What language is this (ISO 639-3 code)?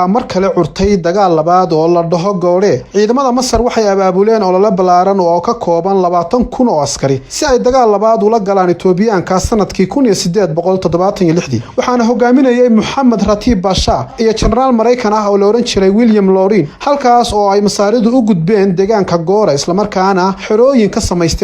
som